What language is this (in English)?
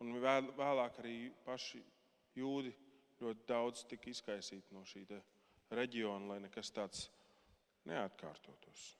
Latvian